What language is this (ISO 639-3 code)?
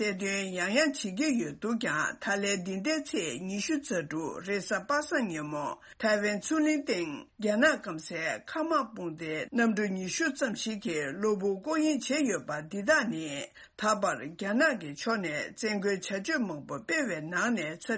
bod